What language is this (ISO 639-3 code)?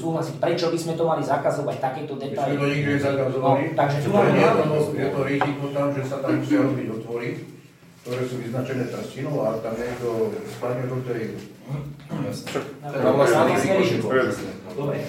slk